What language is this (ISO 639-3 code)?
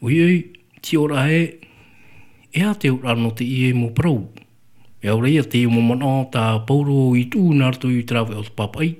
tah